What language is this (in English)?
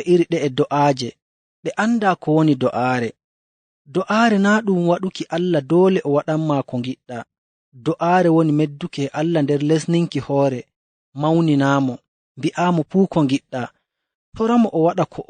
Nigerian Fulfulde